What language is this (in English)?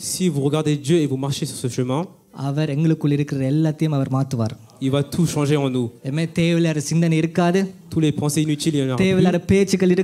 Tamil